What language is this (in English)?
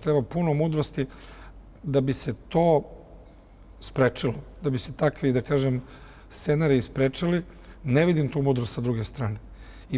Serbian